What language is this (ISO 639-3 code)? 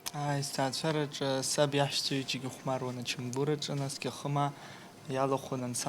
abk